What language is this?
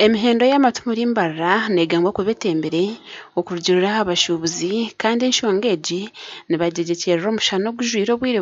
Nyankole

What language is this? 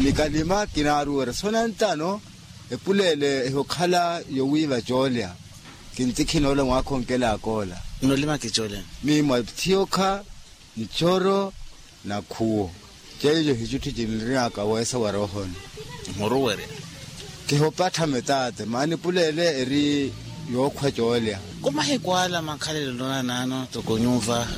Makhuwa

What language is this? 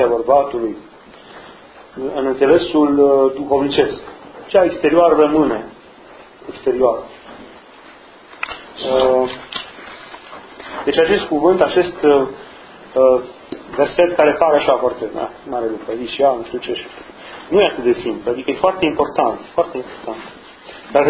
Romanian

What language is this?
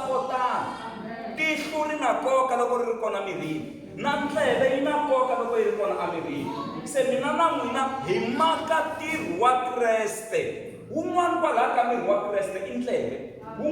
Tsonga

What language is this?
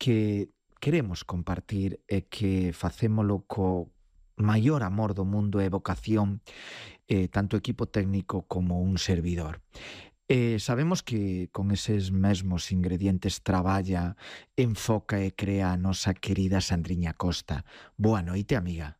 Galician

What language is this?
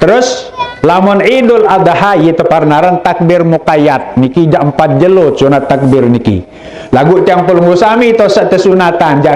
Sasak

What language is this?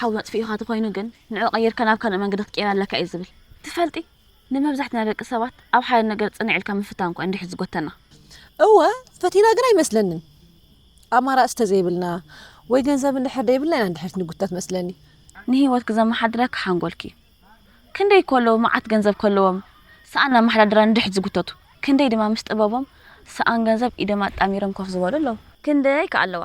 Tigrinya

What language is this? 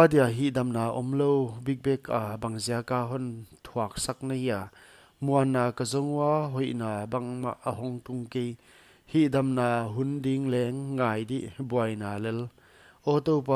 Paite Chin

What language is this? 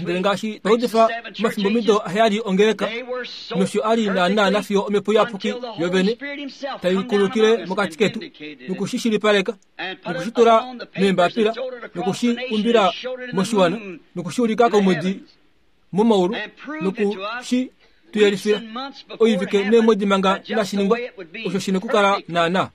Kuanyama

